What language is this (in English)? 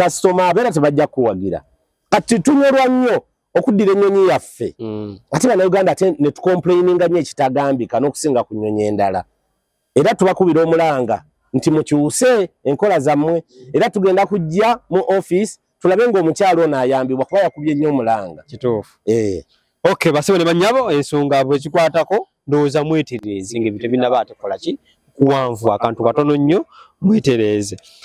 Ganda